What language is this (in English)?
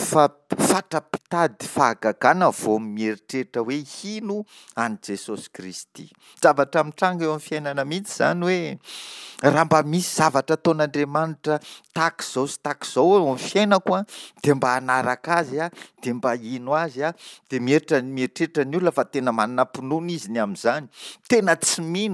Malagasy